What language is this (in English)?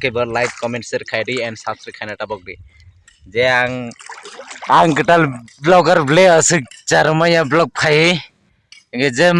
Kok Borok